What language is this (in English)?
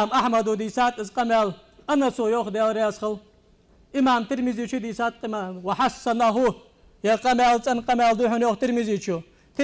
Ingush